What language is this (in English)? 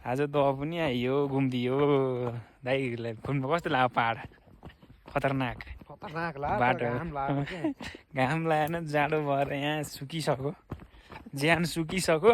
Nepali